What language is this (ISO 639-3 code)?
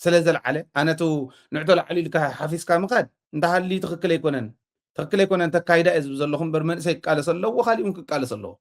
tir